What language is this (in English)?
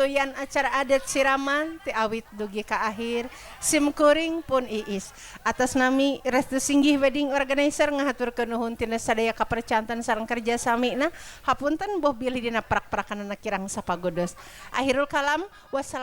Sundanese